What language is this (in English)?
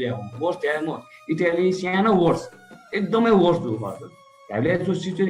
Newari